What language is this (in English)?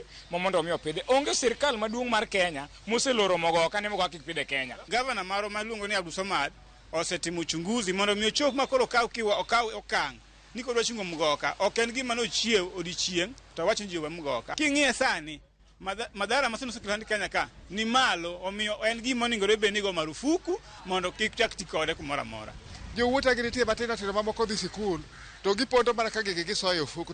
Luo (Kenya and Tanzania)